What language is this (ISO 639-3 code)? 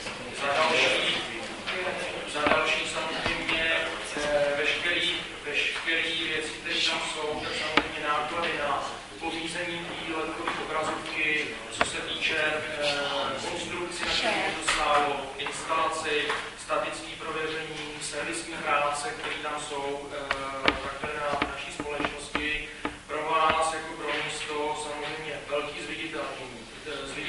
ces